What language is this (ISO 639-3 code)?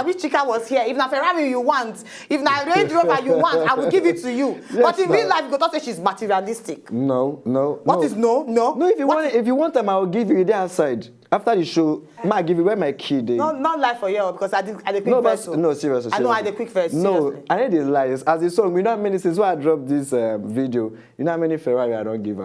pcm